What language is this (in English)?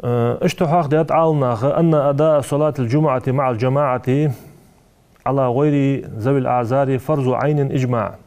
Ingush